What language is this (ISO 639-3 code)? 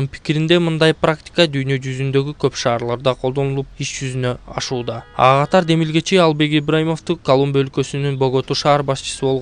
kir